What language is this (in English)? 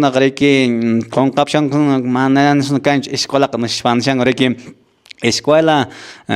Quechua